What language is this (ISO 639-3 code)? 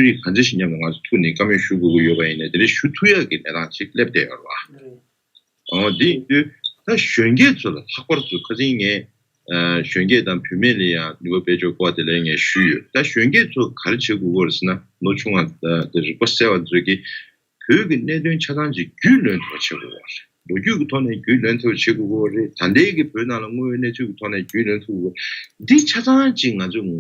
bod